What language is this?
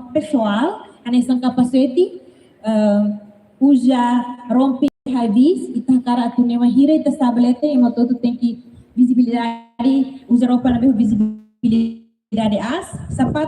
Tetum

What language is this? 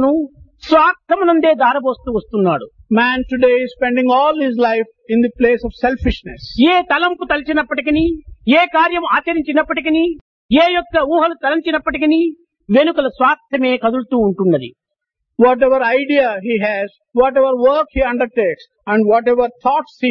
Telugu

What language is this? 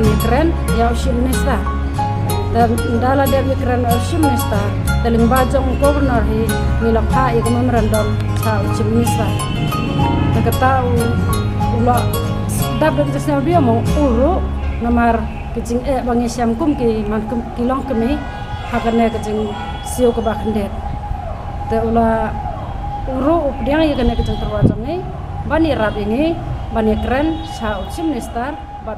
Khasi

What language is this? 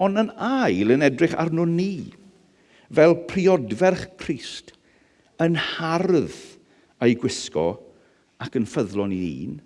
Welsh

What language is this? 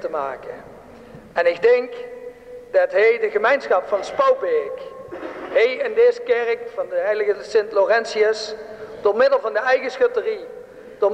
Limburgish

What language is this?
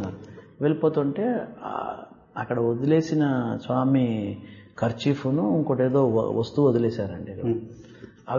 Telugu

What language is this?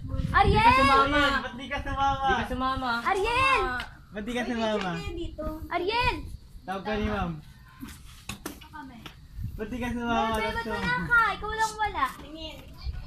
Filipino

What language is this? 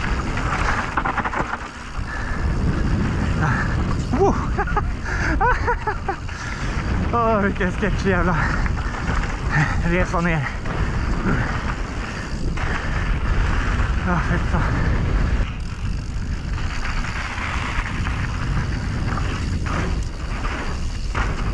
Swedish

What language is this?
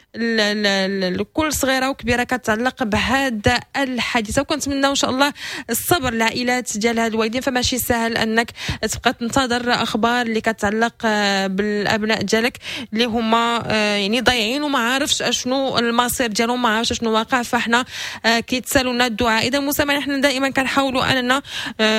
Moroccan Arabic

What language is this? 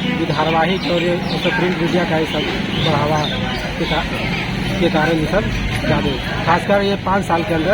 Magahi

